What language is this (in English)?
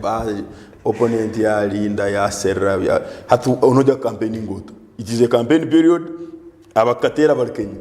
Nyankole